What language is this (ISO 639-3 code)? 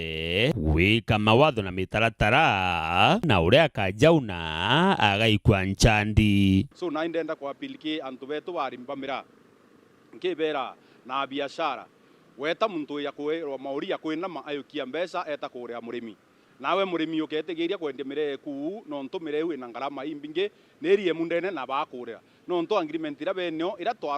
mer